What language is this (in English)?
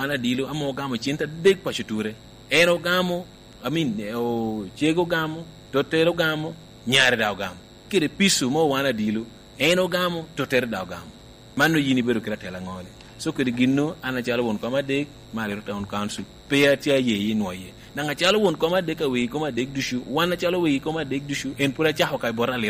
Lango (Uganda)